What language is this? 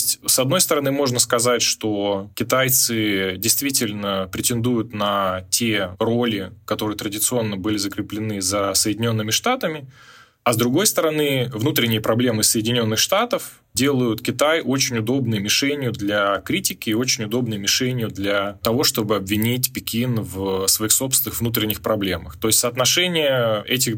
Russian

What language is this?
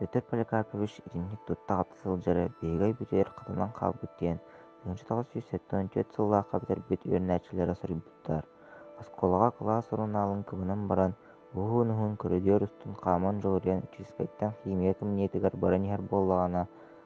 Yakut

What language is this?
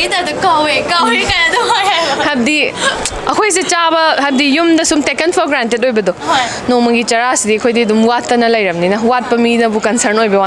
Manipuri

